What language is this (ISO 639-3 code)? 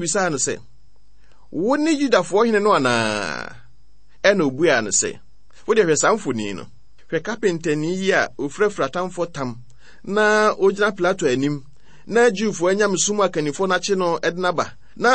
aka